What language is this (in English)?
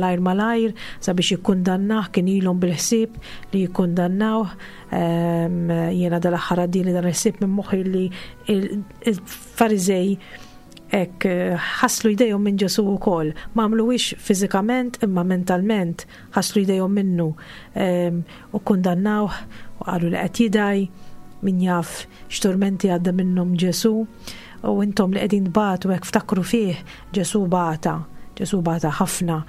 Maltese